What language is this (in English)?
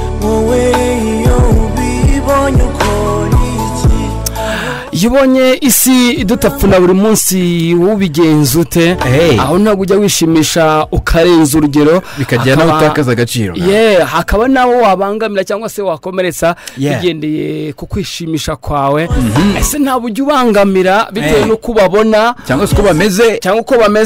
Kinyarwanda